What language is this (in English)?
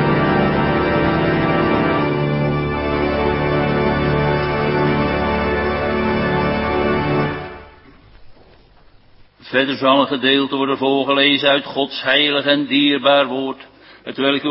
Dutch